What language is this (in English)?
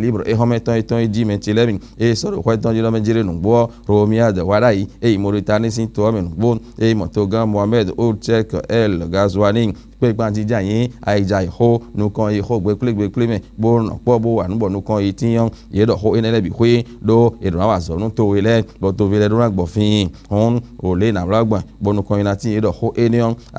Fon